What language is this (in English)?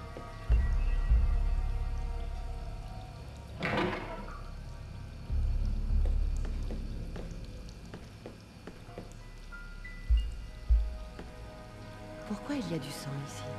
French